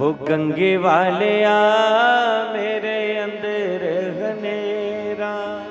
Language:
Dogri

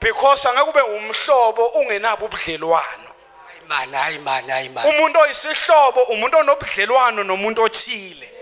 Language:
Zulu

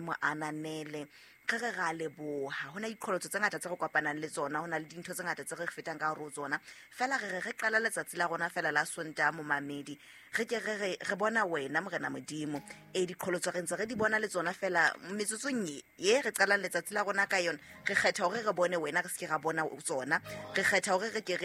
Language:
Southern Sotho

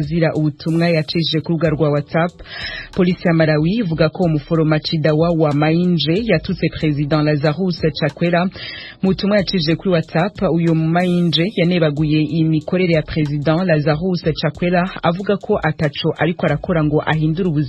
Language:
Rundi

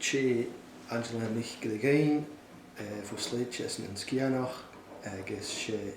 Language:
Scottish Gaelic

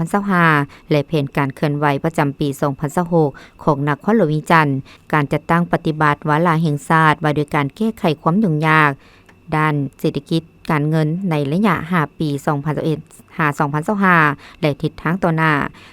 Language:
Lao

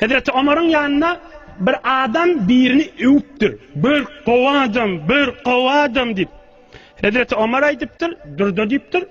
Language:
Turkmen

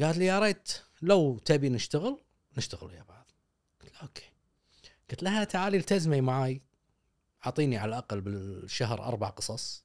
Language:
Gulf Arabic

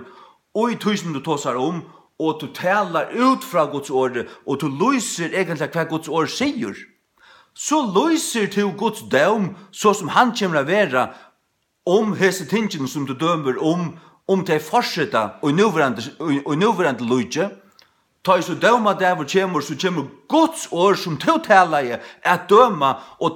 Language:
Faroese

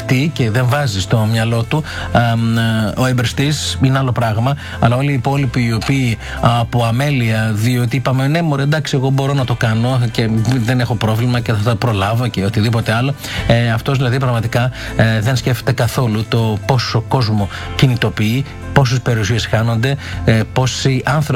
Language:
Greek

